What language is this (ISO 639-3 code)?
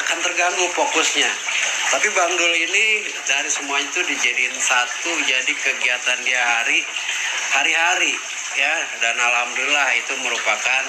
bew